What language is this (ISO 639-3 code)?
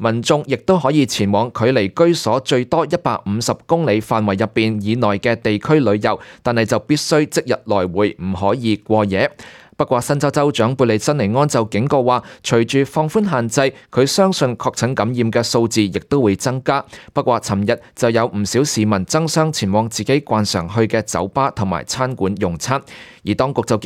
yue